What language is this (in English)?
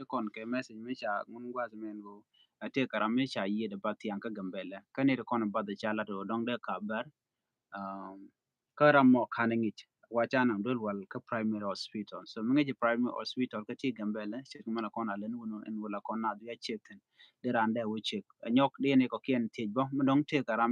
Nuer